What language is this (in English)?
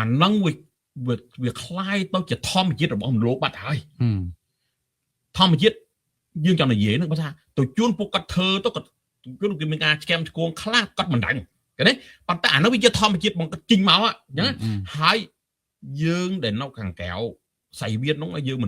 Khmer